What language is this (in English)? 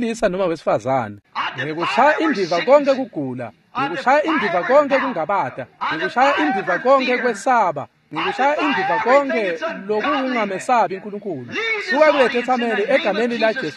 Swati